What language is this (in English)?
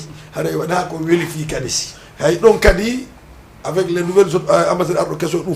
Fula